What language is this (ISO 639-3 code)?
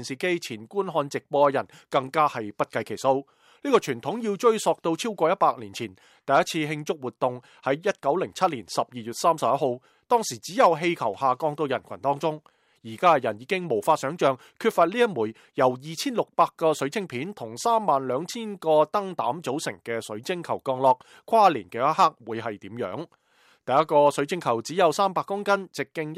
yue